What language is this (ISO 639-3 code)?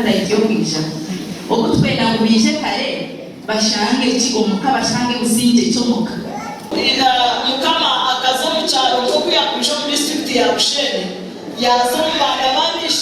nyn